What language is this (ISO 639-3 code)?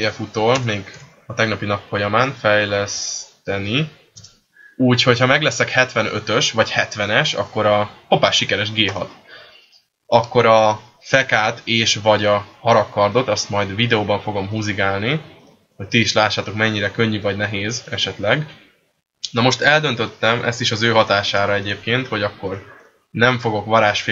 hun